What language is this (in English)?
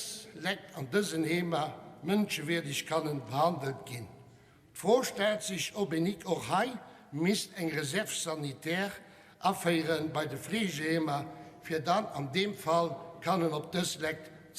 Luxembourgish